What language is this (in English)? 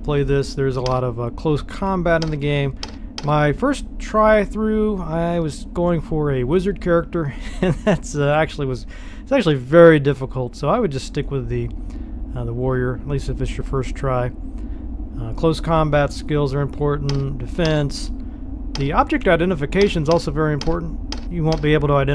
English